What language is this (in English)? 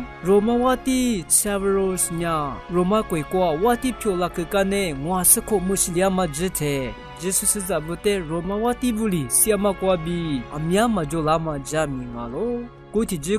Lisu